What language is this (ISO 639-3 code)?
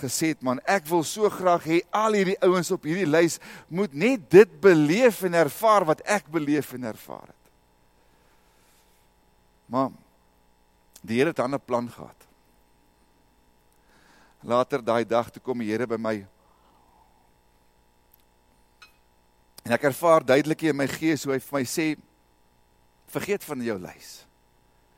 afr